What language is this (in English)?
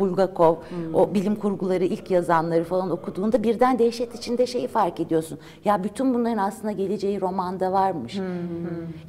Turkish